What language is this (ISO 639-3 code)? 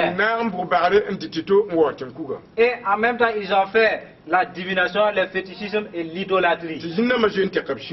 mos